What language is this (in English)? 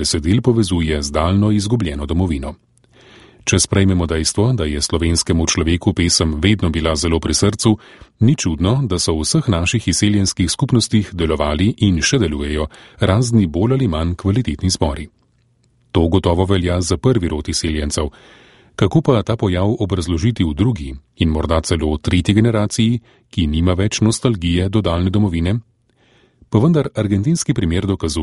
Slovenian